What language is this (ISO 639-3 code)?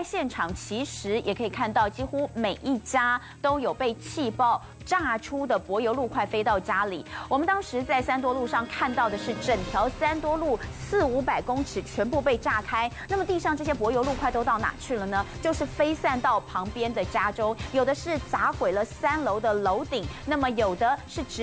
zho